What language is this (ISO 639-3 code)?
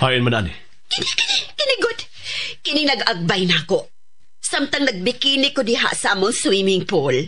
ceb